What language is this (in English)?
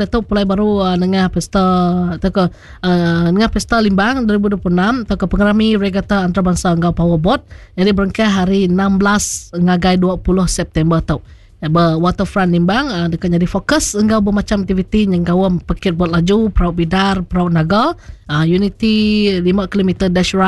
Iban